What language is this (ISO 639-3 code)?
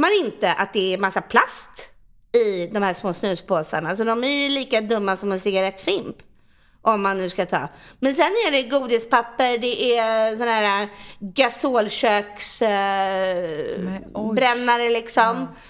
swe